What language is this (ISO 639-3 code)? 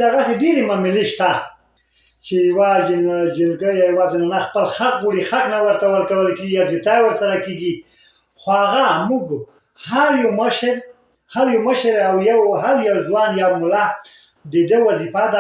pus